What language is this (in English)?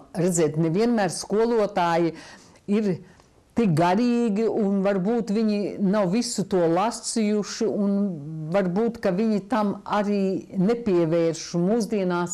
Latvian